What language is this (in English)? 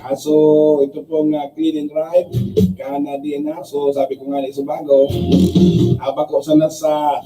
Bikol